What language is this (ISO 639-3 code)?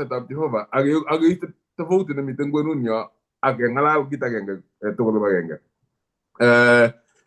kln